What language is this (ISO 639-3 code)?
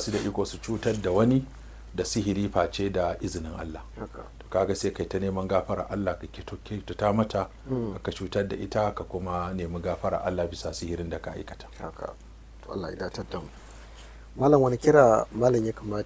hau